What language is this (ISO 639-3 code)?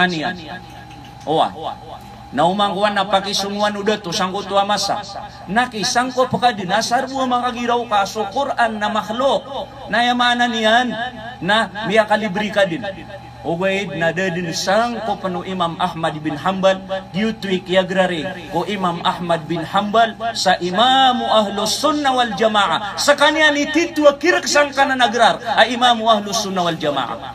mrw